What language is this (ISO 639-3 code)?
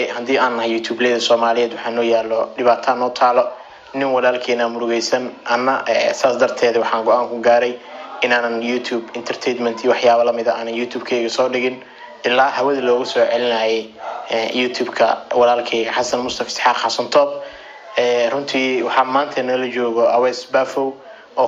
som